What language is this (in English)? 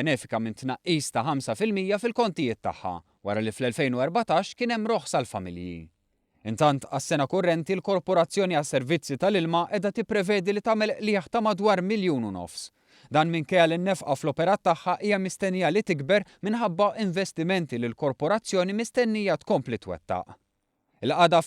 Maltese